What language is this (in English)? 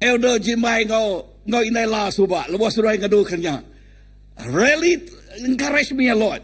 Iban